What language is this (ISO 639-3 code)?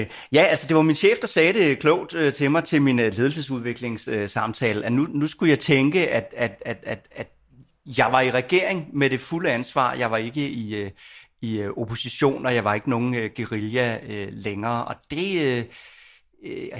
dan